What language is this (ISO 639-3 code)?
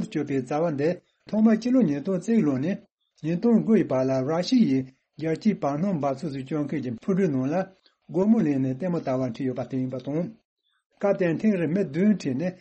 bod